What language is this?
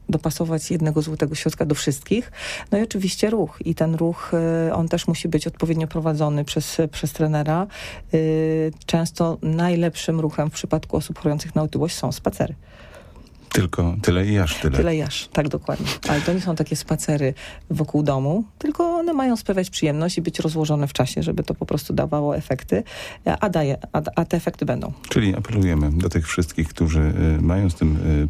Polish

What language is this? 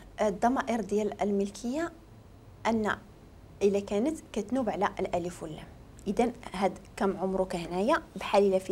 Moroccan Arabic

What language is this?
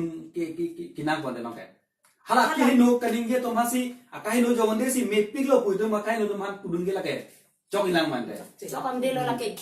Karbi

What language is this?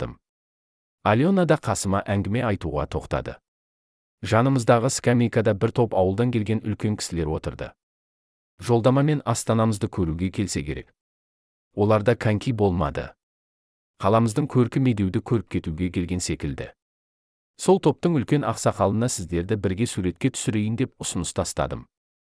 Kazakh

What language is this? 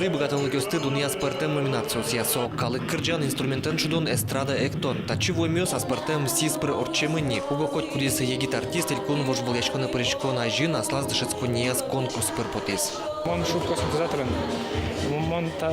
Udmurt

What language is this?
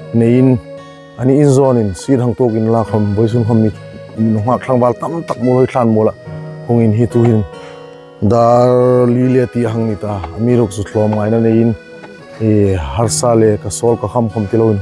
Hmar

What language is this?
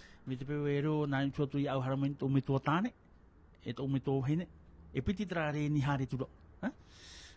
Tahitian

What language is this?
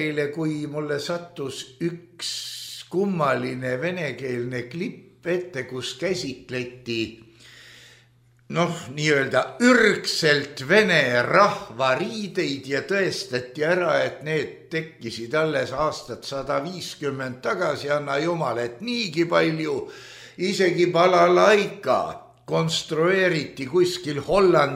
Estonian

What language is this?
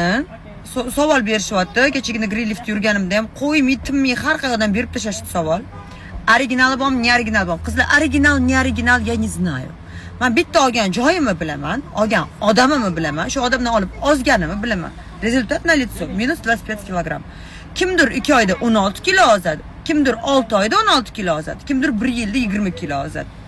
Uzbek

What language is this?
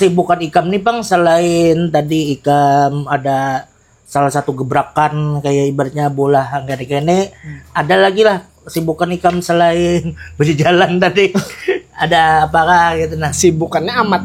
Banjar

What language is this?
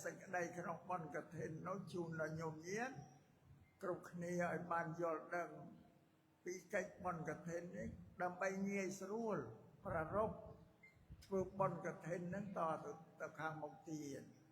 Khmer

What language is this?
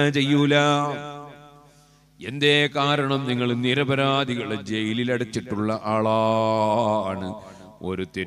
Malayalam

